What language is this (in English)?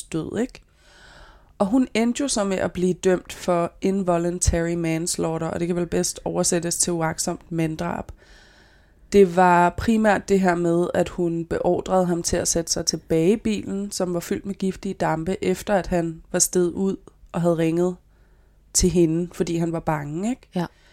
Danish